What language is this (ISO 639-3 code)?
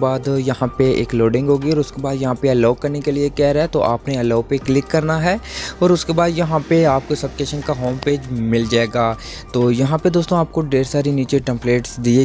hin